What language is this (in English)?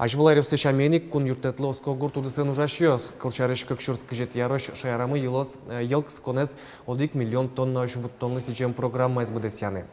Udmurt